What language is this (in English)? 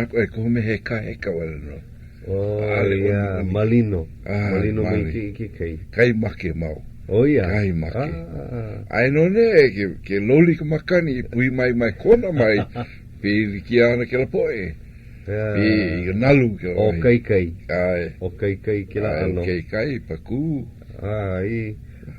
Hawaiian